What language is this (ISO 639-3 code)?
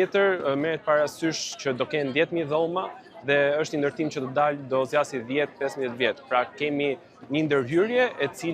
sqi